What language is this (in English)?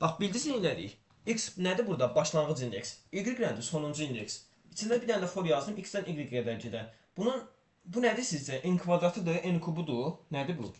Azerbaijani